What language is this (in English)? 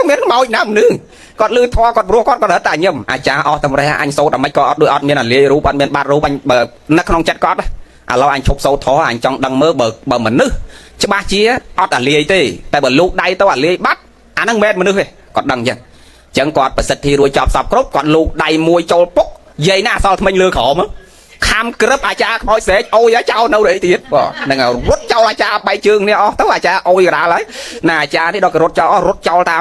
Khmer